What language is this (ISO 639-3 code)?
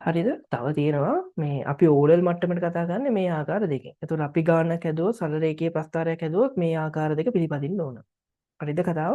sin